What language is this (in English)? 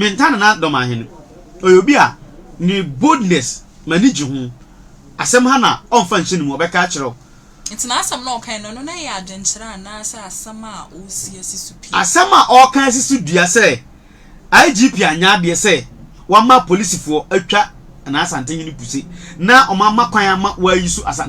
Akan